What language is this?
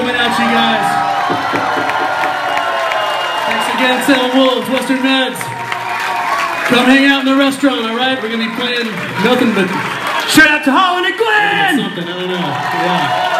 English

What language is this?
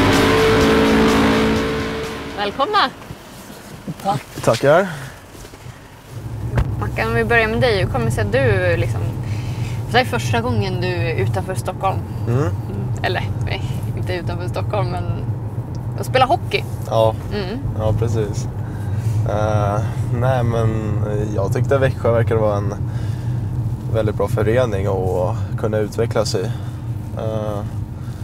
Swedish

